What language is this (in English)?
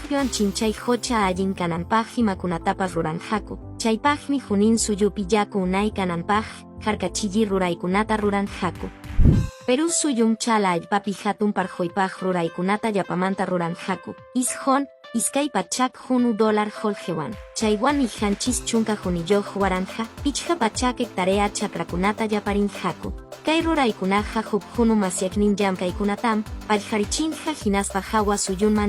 Quechua